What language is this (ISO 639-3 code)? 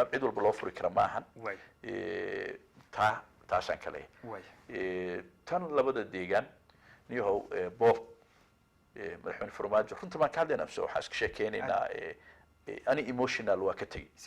som